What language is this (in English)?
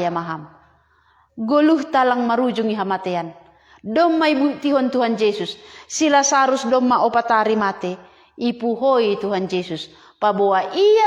Batak Simalungun